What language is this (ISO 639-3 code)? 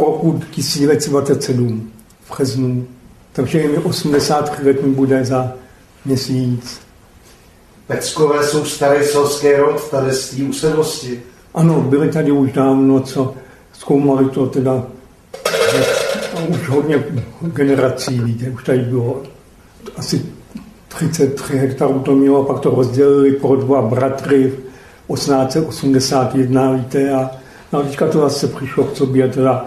ces